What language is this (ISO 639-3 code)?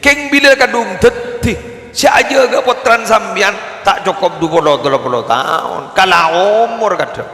mad